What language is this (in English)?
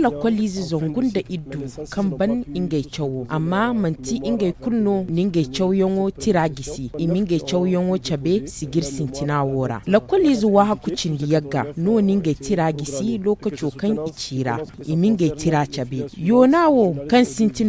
Zarma